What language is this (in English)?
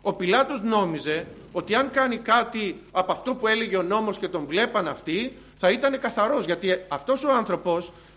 Greek